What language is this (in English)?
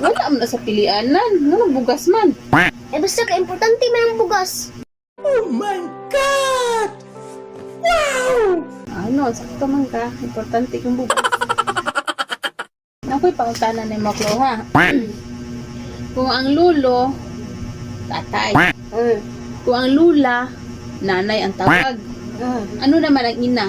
Cebuano